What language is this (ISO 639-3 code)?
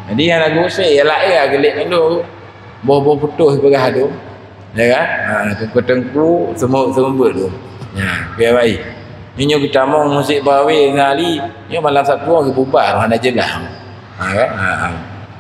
ace